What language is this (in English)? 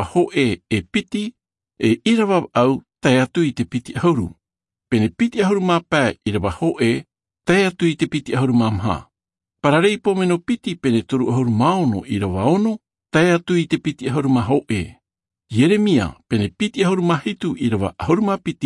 Albanian